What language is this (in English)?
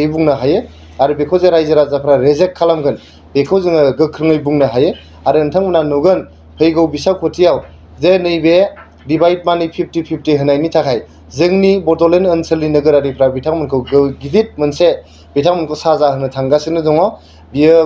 Bodo